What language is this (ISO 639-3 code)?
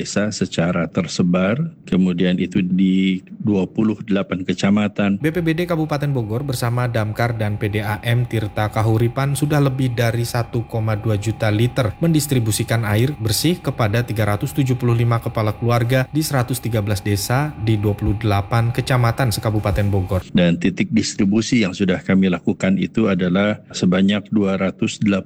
ind